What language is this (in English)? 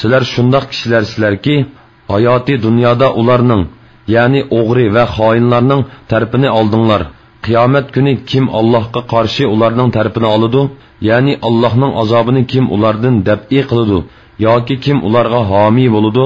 Uyghur